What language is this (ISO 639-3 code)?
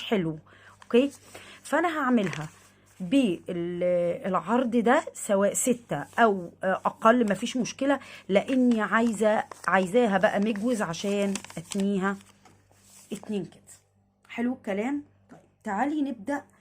arz